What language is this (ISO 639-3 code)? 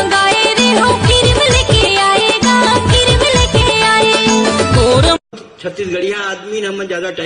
hne